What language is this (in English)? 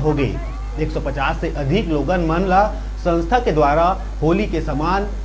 Chhattisgarhi